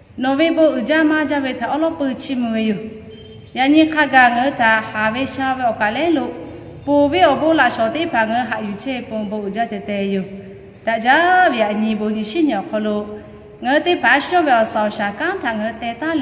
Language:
Lahu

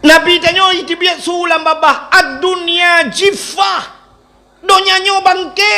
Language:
Achinese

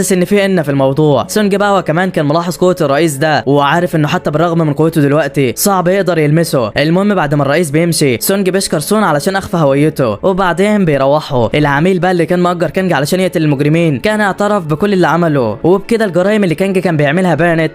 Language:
Egyptian Arabic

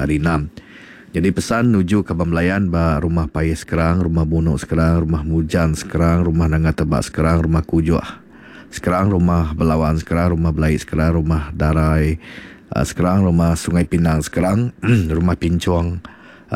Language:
Iban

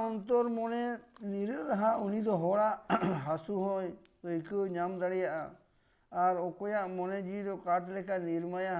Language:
Santali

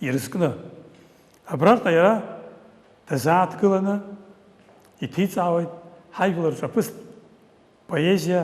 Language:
Abkhazian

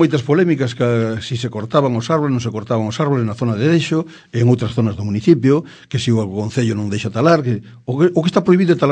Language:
Galician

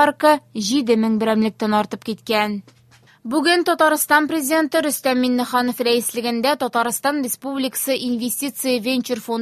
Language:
Tatar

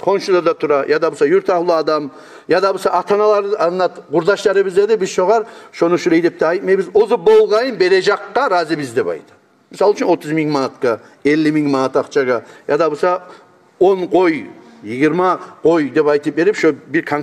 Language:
Kumyk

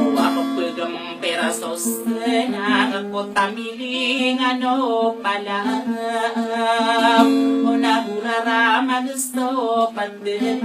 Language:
Maranao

